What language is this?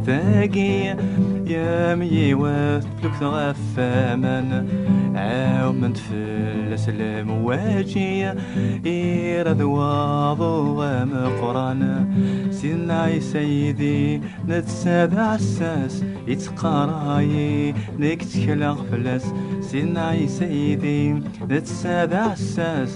Kabyle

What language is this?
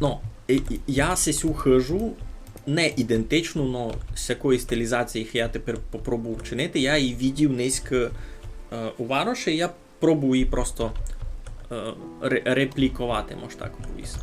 Rusyn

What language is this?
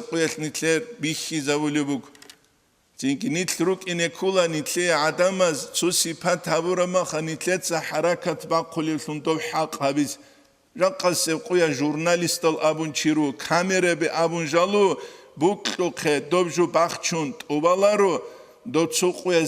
Avaric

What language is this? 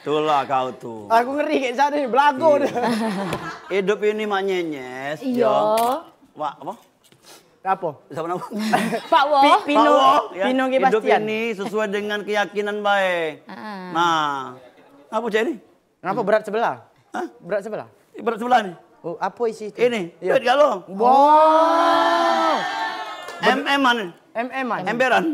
Musi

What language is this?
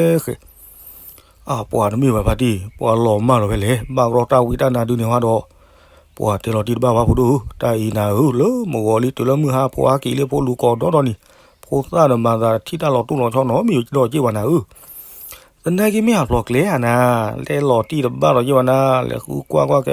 S'gaw Karen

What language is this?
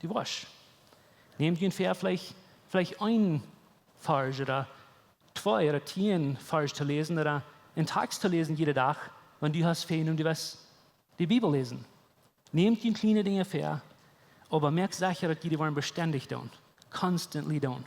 Plautdietsch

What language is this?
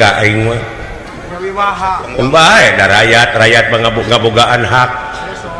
Sundanese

